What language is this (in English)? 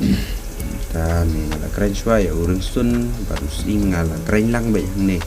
Khasi